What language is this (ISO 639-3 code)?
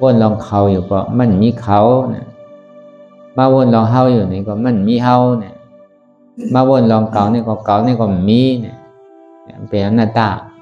shn